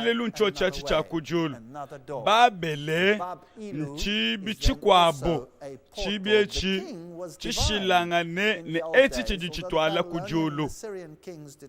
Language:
Luba-Lulua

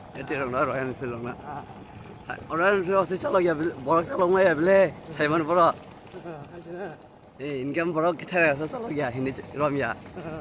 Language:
Kok Borok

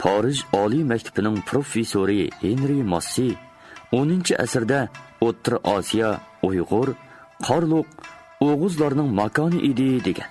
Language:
Uyghur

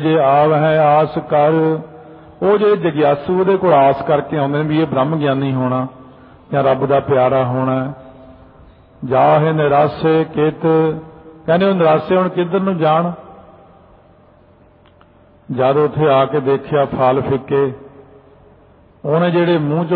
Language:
Punjabi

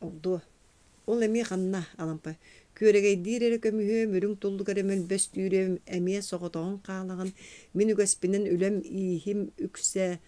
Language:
Yakut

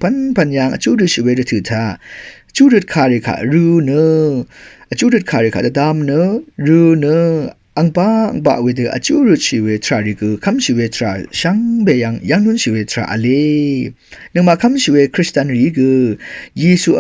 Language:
Rawang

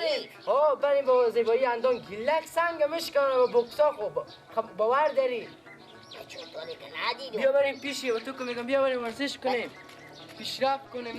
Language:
Persian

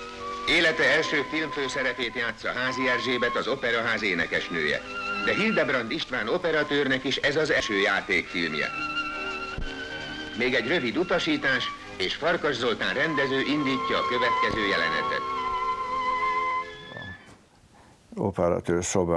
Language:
Hungarian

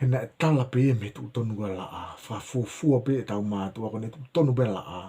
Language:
Tongan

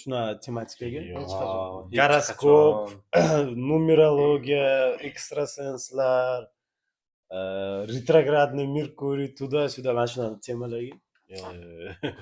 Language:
Uzbek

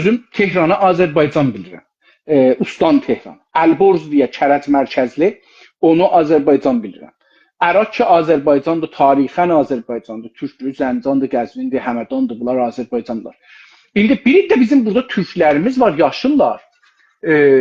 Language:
South Azerbaijani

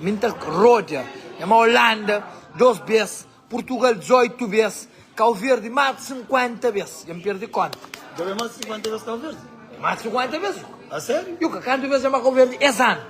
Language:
Kabuverdianu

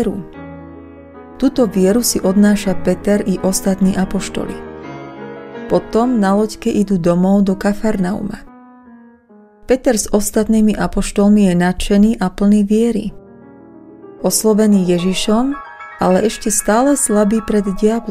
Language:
Slovak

